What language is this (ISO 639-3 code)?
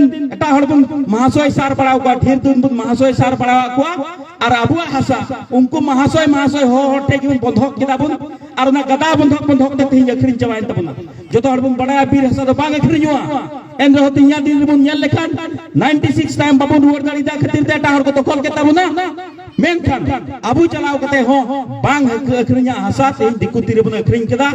sat